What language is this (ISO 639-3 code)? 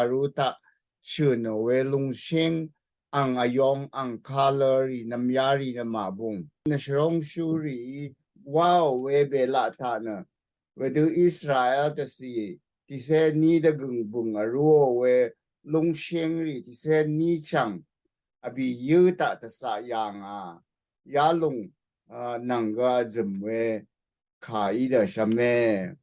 raw